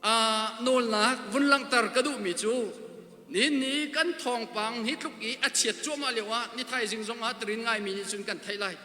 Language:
Hakha Chin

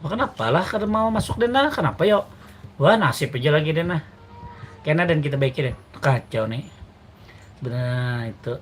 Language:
Banjar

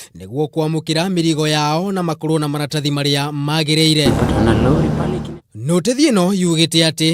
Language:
Kikuyu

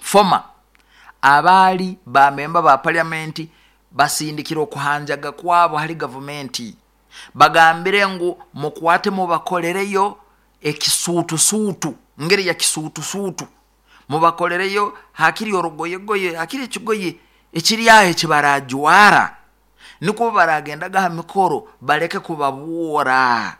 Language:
Nyoro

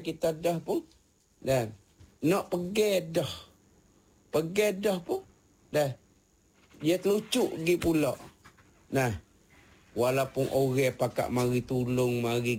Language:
Malay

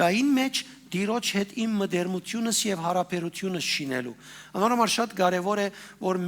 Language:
Western Armenian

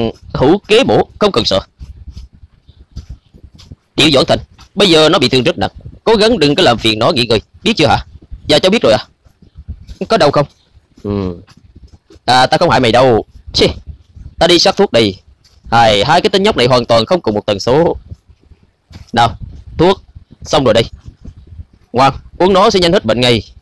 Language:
Vietnamese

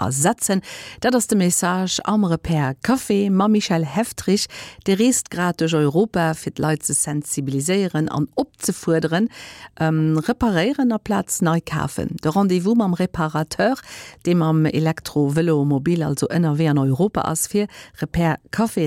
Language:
Luxembourgish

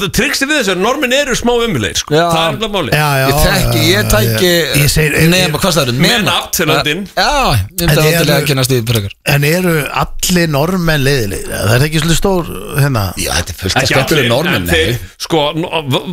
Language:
Icelandic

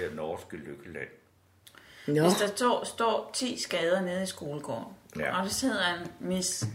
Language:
Danish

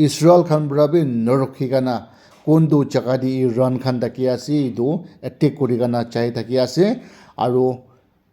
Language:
Naga Pidgin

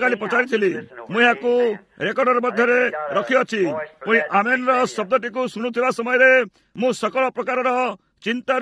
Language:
Odia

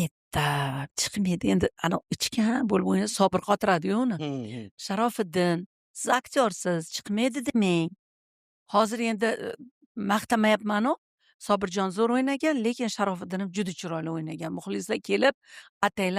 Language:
Uzbek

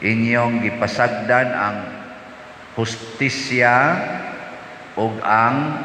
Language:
Cebuano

